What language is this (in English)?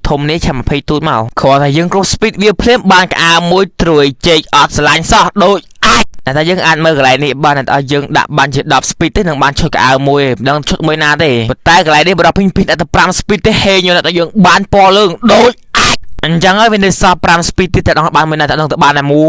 Khmer